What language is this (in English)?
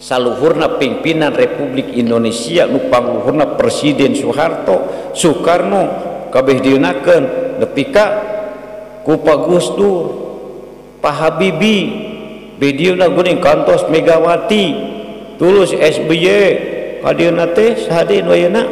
Sundanese